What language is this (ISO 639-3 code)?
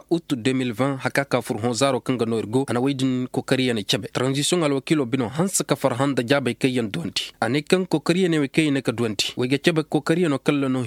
ses